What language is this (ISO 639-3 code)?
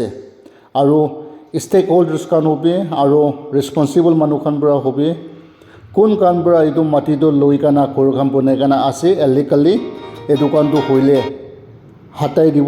nag